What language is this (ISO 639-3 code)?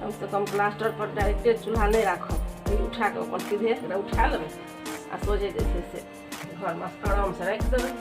mai